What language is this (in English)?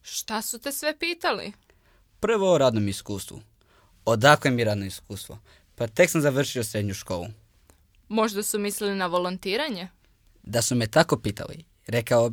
Serbian